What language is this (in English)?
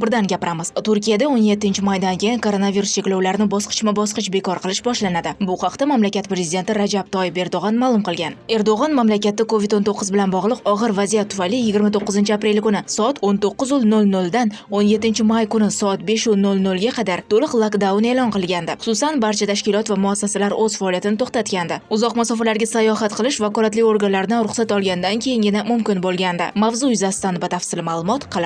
Uzbek